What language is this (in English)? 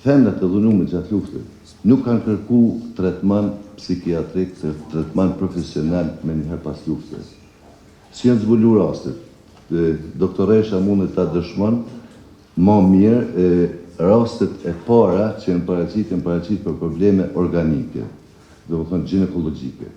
Albanian